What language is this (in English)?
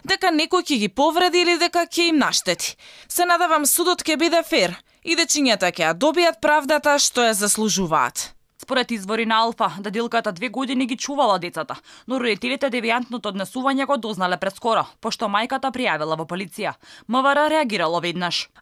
Macedonian